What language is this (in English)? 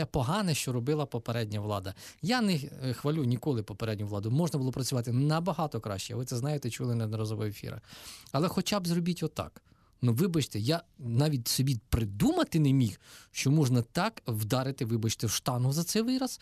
Ukrainian